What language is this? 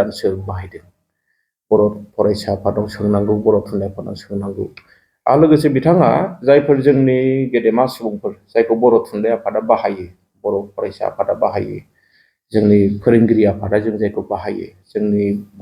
Bodo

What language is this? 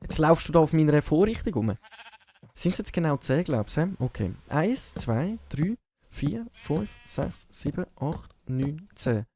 Swiss German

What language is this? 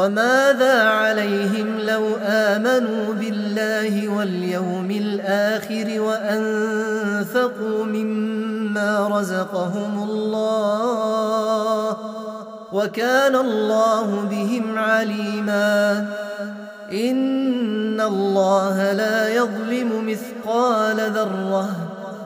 Arabic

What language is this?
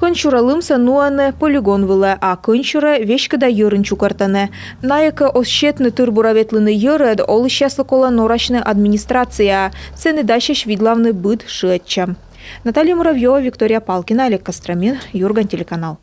Komi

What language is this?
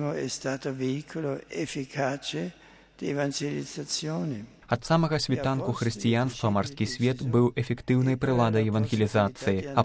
Belarusian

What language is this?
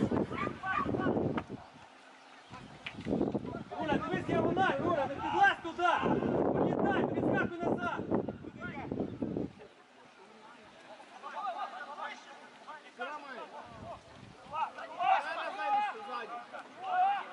Ukrainian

